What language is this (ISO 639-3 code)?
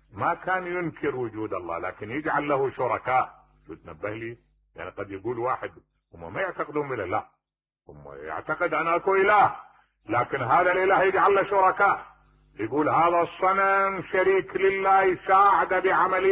acm